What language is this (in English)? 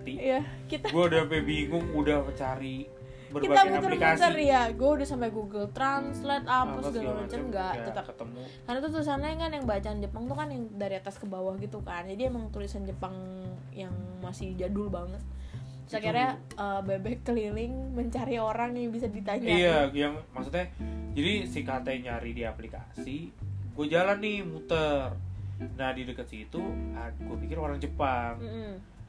Indonesian